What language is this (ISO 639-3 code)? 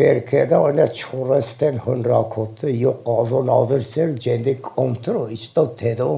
zza